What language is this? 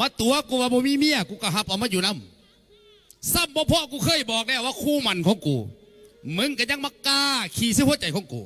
Northeastern Thai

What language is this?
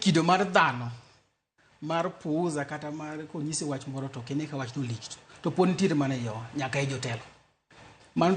Luo (Kenya and Tanzania)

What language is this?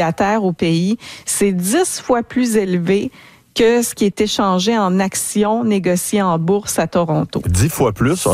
French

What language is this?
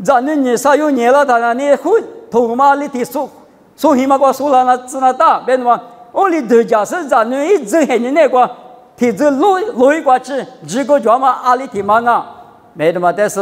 Lisu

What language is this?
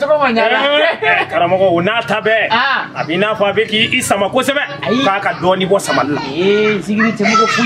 Bambara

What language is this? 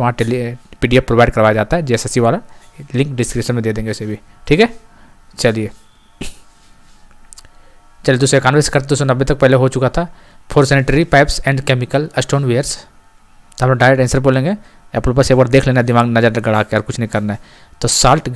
Hindi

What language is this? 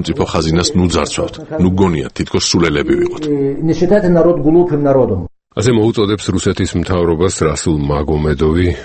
Georgian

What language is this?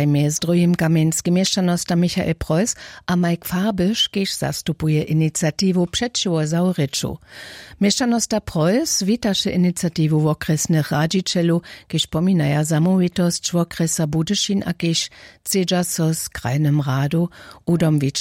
Upper Sorbian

